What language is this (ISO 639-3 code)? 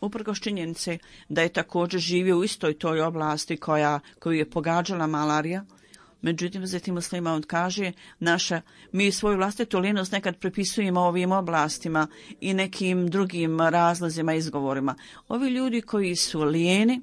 bos